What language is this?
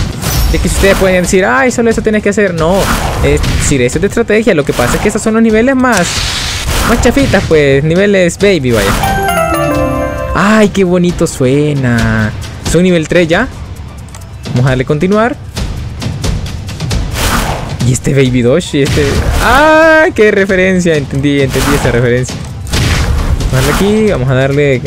Spanish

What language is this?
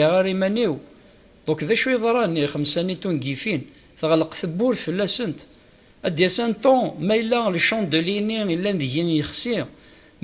Kabyle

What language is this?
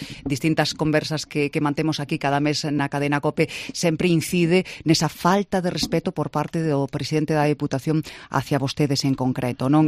Galician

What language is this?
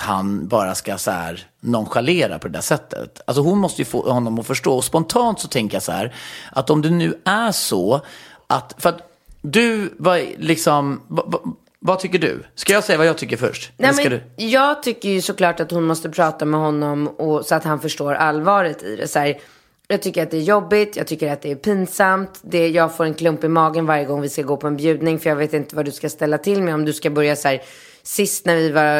Swedish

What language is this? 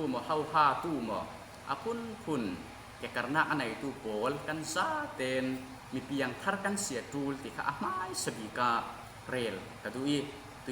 Falam Chin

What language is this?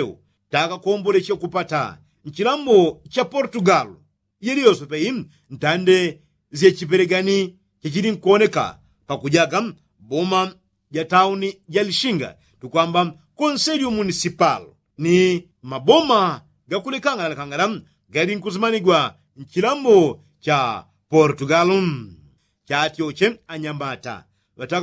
Yao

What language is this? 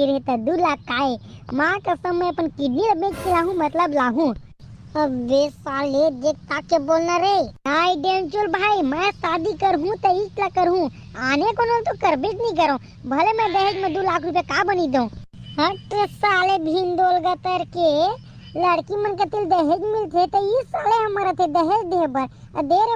Chhattisgarhi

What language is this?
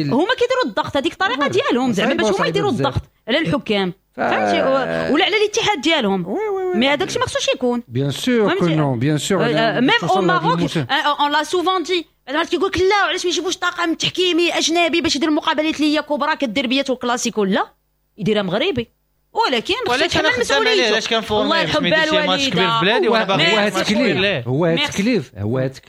Moroccan Arabic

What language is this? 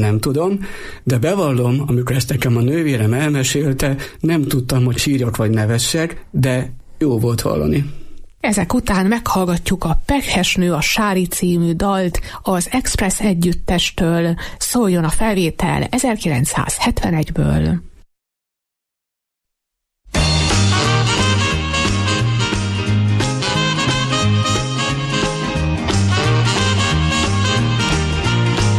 Hungarian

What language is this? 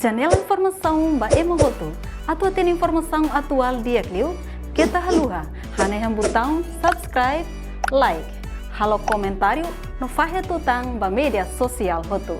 Tetum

